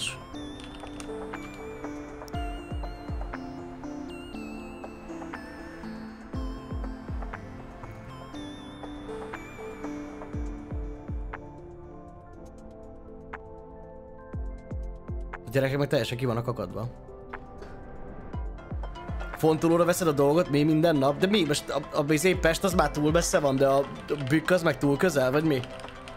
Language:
Hungarian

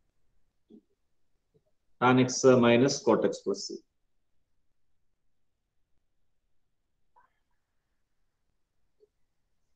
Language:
Malayalam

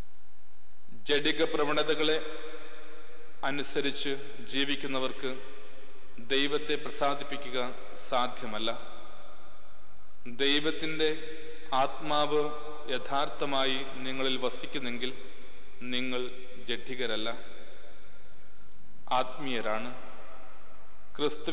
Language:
Malayalam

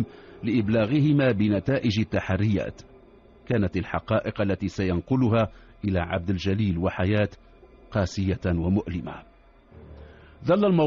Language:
Arabic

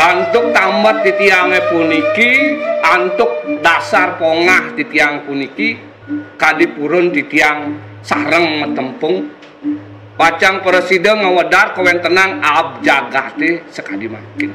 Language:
Balinese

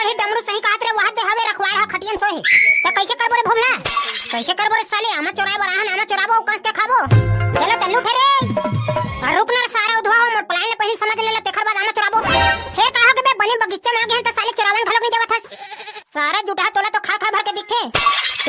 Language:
Chhattisgarhi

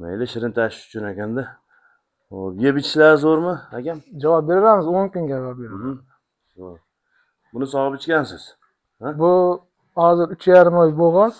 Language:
Uzbek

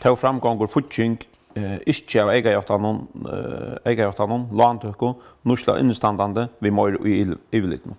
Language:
Faroese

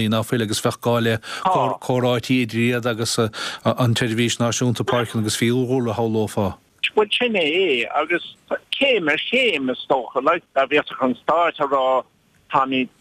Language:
Irish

